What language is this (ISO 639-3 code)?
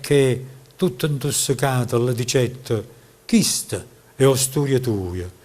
nap